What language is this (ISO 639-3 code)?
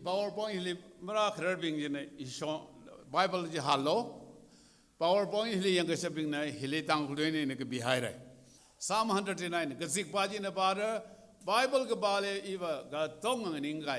nmf